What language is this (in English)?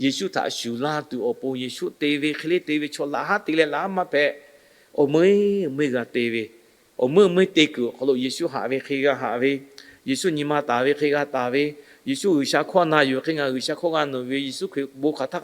Lahu